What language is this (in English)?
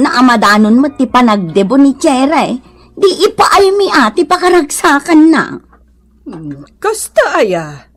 Iloko